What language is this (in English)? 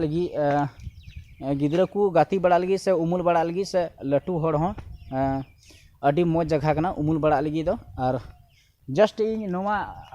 Santali